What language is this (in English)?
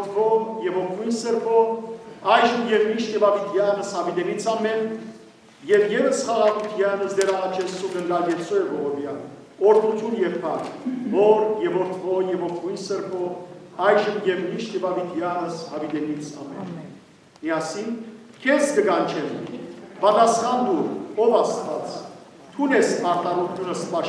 Western Armenian